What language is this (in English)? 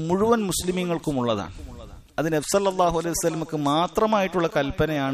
Malayalam